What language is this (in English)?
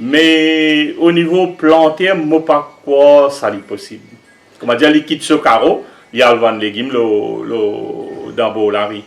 Morisyen